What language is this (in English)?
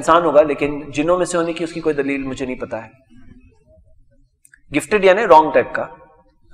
Urdu